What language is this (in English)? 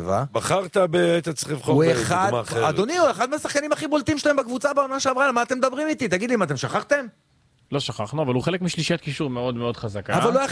Hebrew